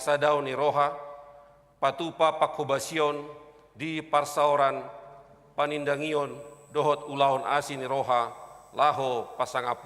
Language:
Batak Toba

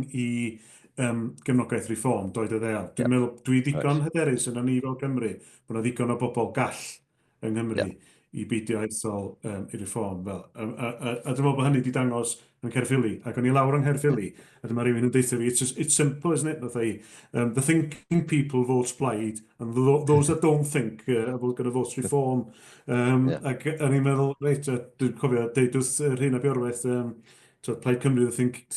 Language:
Welsh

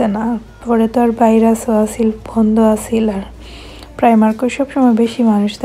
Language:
Sylheti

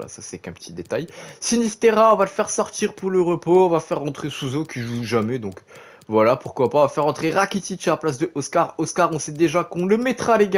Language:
French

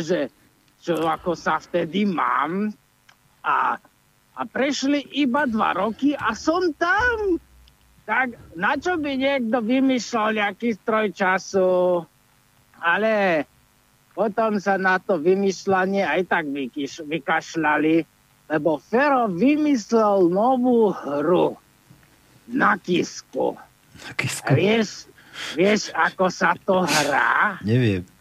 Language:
Slovak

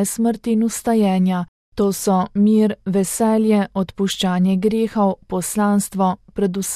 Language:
Slovenian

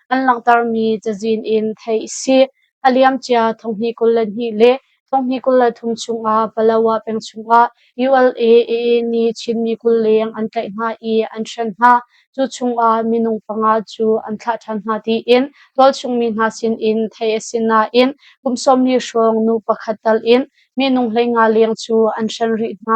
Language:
Hakha Chin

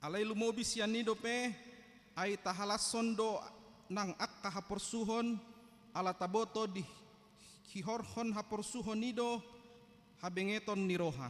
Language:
Batak Toba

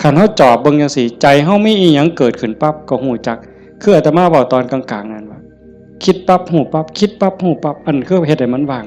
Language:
Northeastern Thai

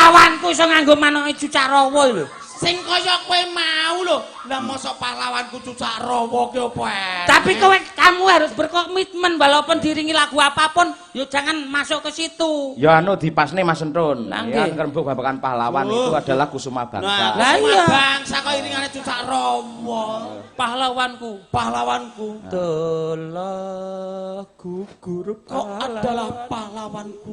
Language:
Javanese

